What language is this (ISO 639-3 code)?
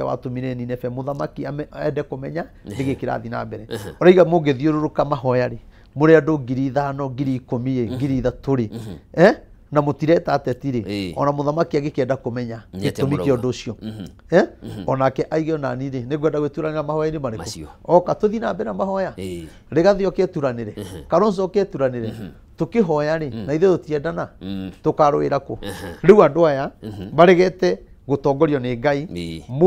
kik